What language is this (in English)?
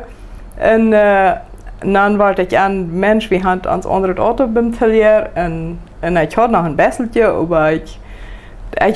Plautdietsch